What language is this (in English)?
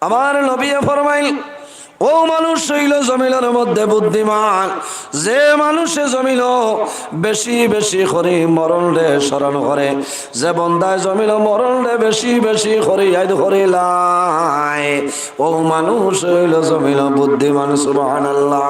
Sylheti